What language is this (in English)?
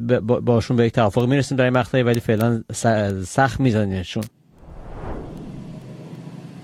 Persian